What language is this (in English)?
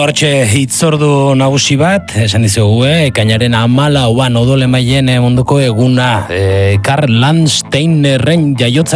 Basque